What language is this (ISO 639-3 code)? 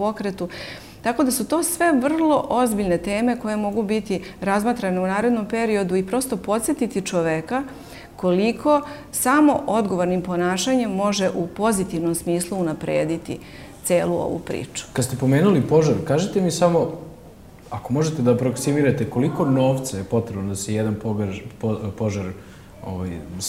srp